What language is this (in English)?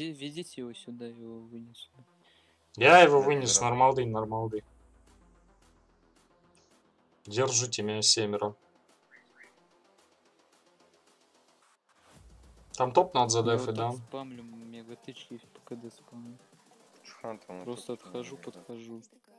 Russian